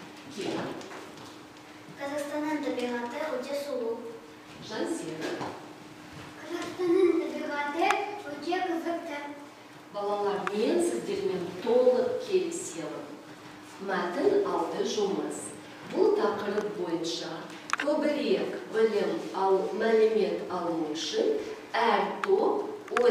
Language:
Kazakh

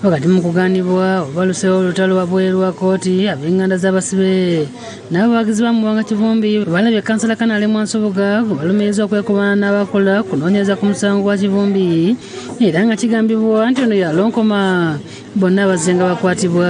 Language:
Ganda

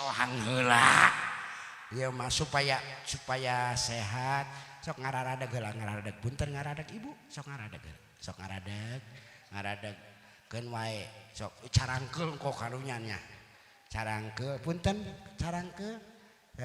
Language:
Sundanese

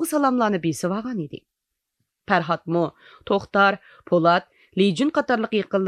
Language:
Uyghur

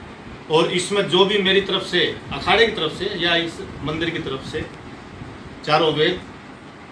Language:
Hindi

